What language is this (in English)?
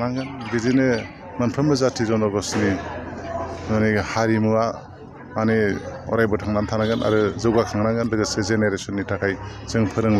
Bodo